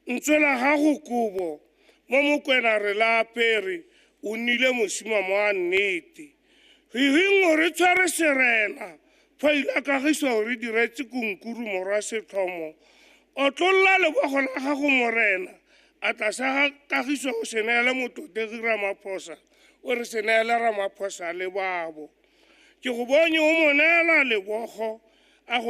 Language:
Tswana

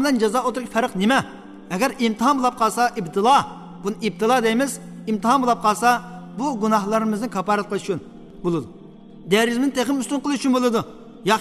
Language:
Uyghur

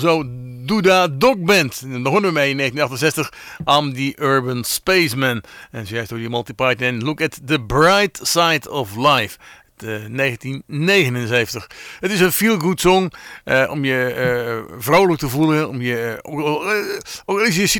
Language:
Dutch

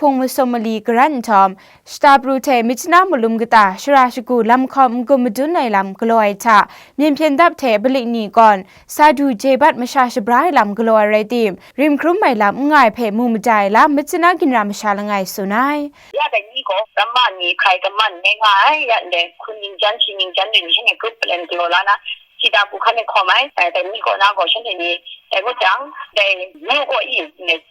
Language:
Kachin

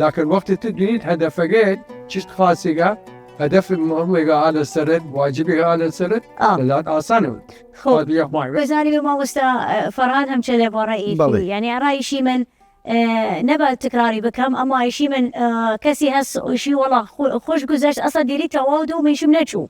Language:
Southern Kurdish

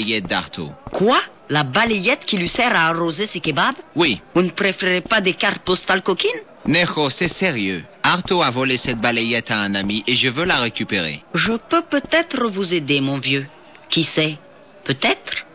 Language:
French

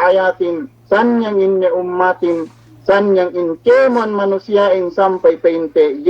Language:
Yakan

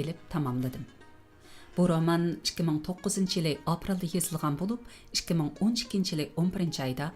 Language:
Uyghur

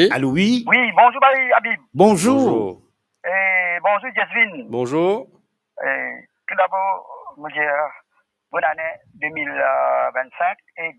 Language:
Morisyen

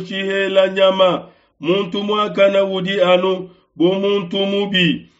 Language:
Luba-Lulua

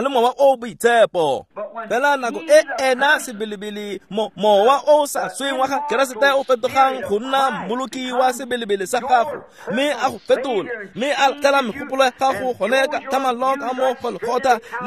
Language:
Tswana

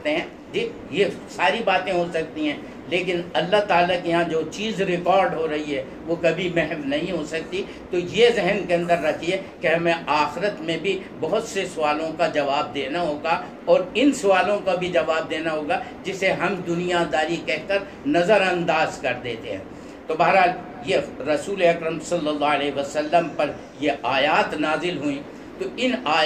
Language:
Urdu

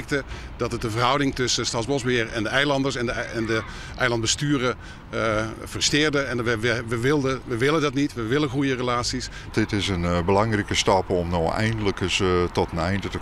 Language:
Western Frisian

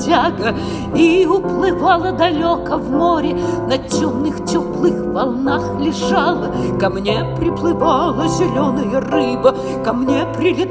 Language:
Russian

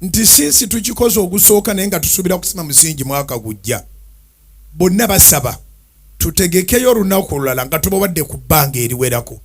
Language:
Ganda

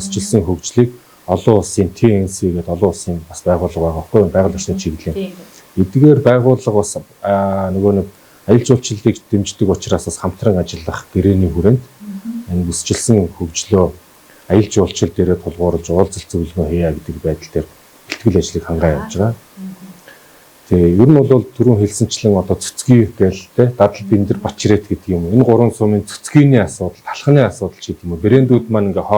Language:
Mongolian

